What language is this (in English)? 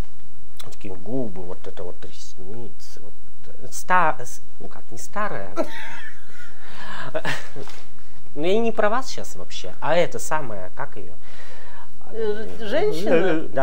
Russian